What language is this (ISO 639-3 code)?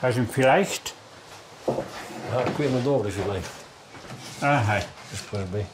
roh